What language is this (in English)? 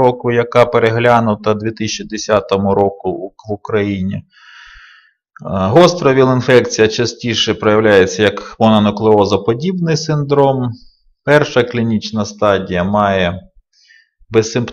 Ukrainian